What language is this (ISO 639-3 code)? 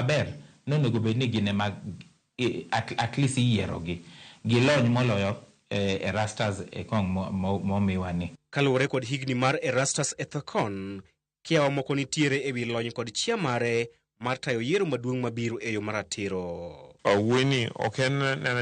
luo